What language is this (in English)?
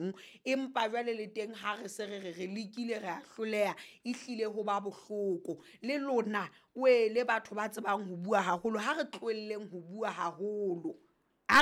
Southern Sotho